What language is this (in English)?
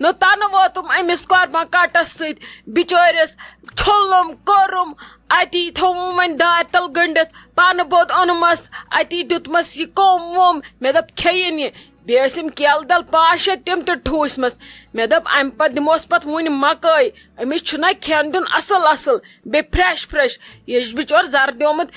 Kashmiri